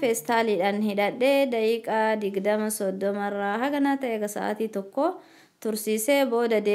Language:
Oromo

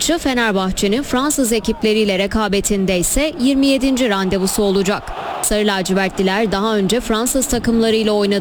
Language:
Turkish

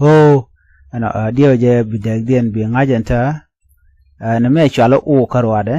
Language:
Nuer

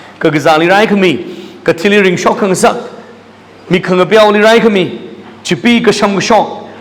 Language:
Tangkhul Naga (India)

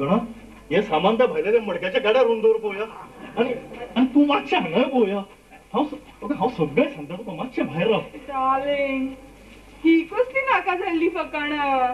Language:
Konkani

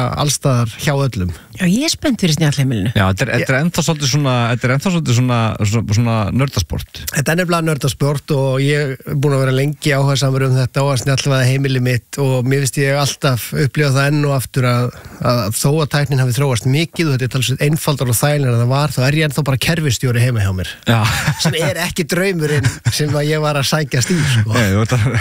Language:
Icelandic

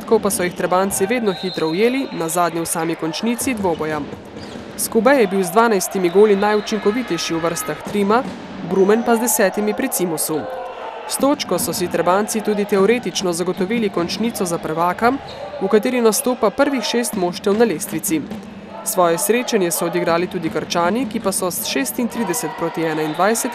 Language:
Slovenian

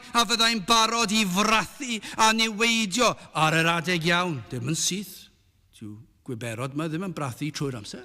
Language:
Welsh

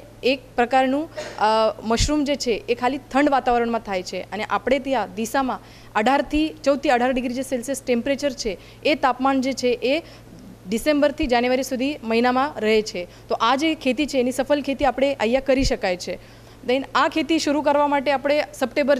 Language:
Gujarati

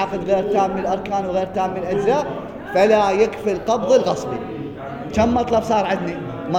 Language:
Mesopotamian Arabic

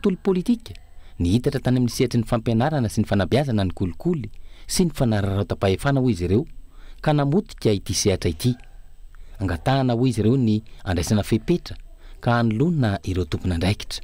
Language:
Malagasy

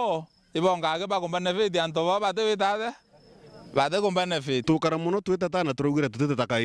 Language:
Meru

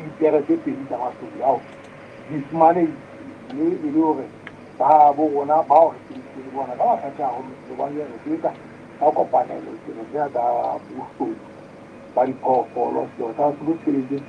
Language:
Southern Sotho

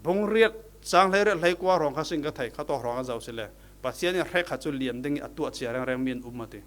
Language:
Falam Chin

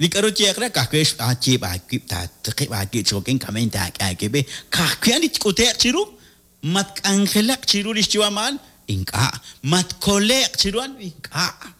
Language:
Kekchí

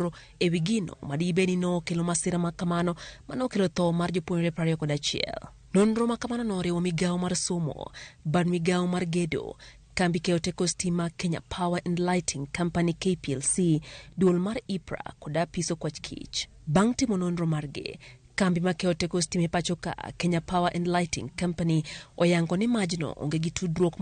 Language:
Luo (Kenya and Tanzania)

